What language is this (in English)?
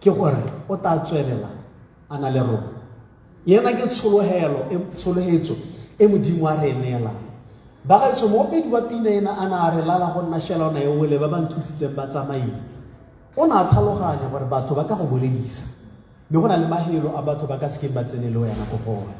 Tswana